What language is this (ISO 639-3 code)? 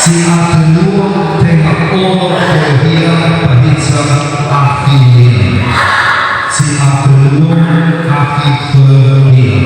nia